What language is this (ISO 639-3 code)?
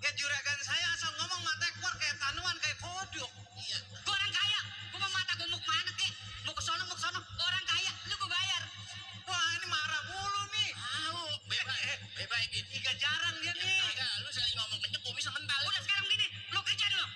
bew